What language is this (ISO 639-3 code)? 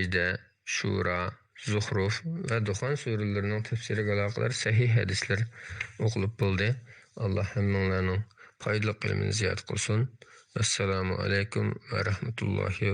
uig